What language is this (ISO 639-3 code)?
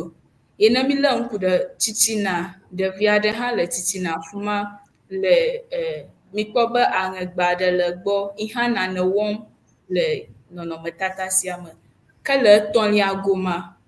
ewe